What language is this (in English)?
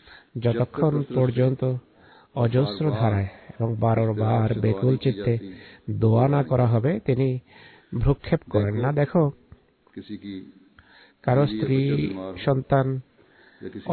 Bangla